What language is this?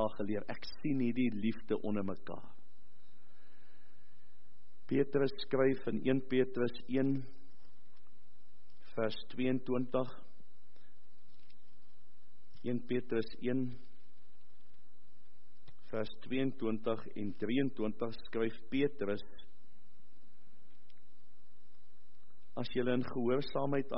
Afrikaans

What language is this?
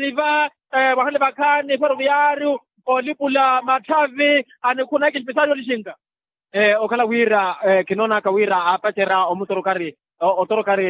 Makhuwa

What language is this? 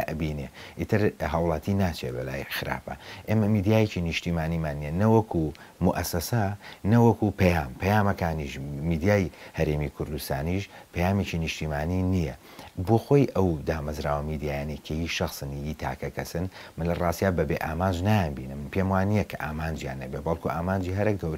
Central Kurdish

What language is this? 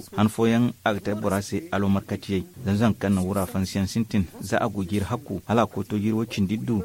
Zarma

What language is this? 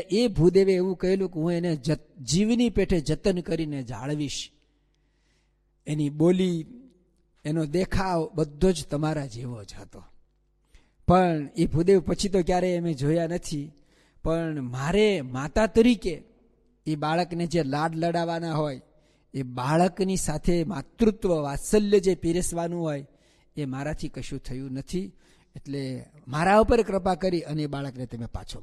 Gujarati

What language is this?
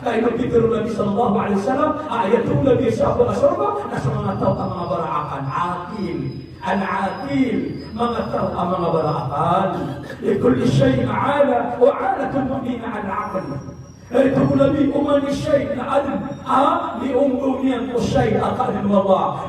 Maranao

